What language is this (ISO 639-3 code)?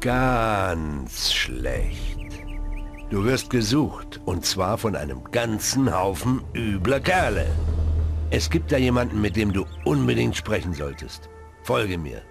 bar